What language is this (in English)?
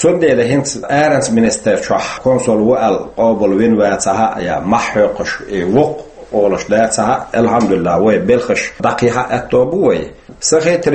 Chechen